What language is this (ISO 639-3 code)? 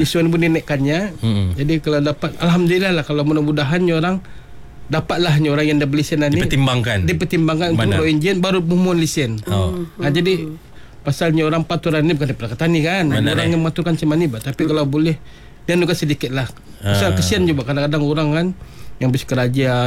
msa